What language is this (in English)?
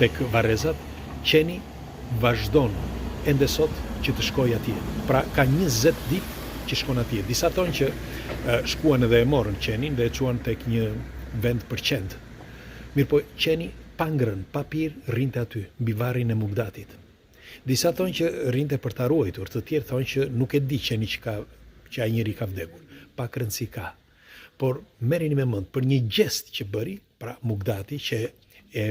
Albanian